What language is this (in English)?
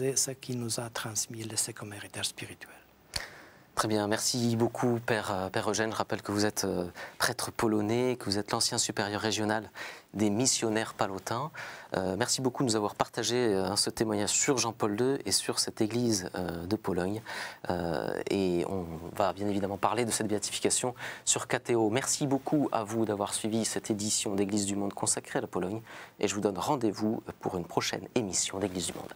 French